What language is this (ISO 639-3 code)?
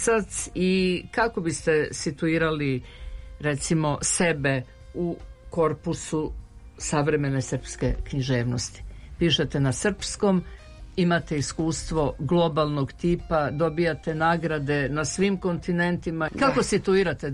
srp